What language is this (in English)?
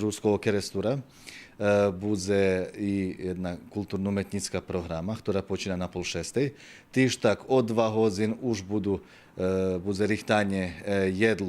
Rusyn